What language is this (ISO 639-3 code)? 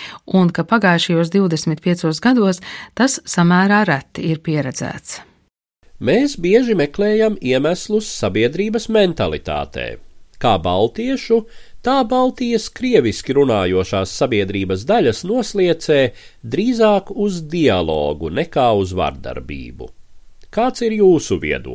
lav